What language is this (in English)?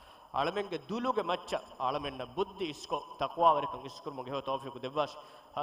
Divehi